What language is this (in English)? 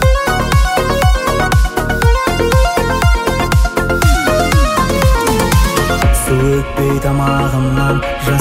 Kazakh